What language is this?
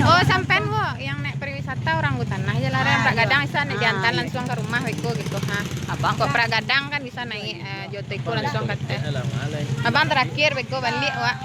Minangkabau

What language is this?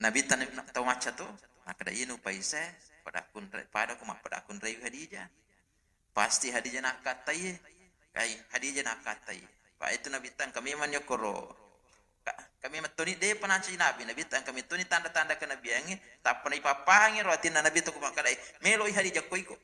Buginese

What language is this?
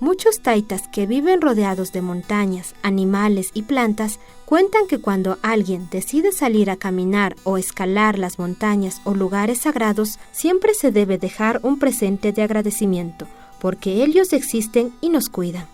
Quechua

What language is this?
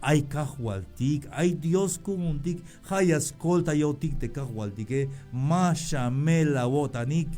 Tzeltal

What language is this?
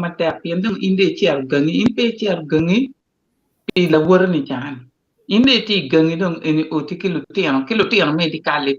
Acoli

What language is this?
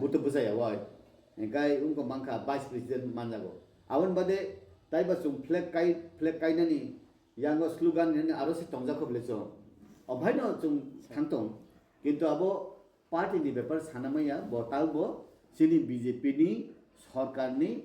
Kok Borok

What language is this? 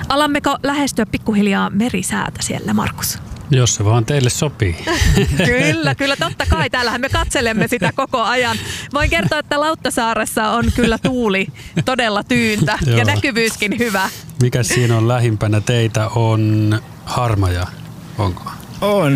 Finnish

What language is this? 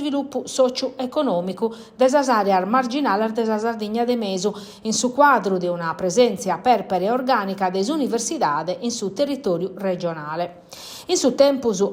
Sardinian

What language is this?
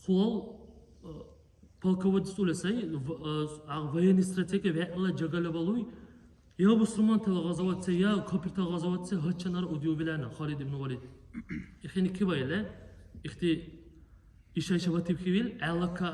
Dargwa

